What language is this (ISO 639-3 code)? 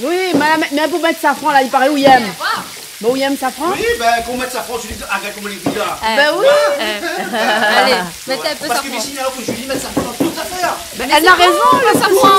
rcf